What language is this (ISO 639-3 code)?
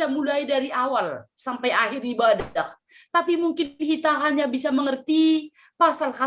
bts